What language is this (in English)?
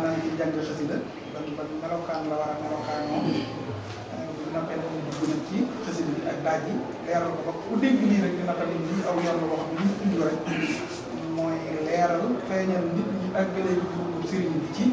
Wolof